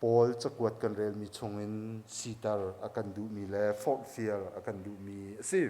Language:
Hakha Chin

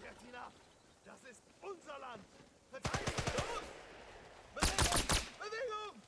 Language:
Swiss German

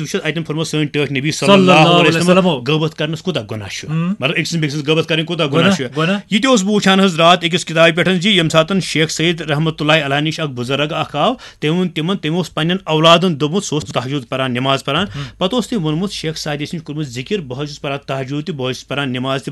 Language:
Kashmiri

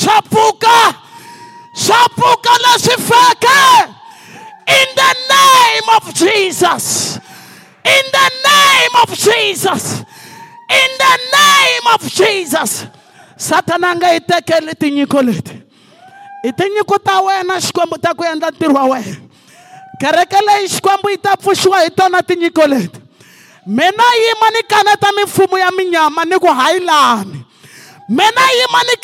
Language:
Tsonga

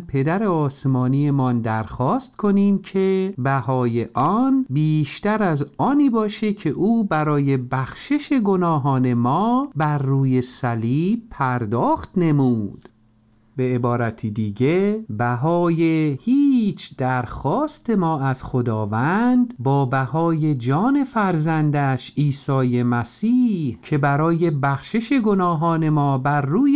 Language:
Persian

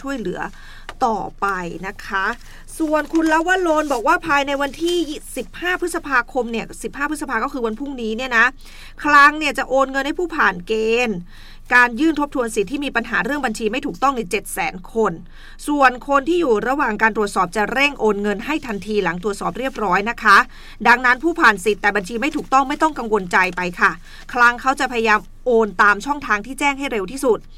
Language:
Thai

